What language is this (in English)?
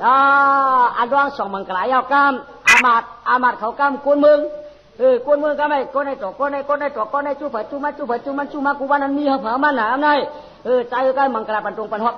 Shan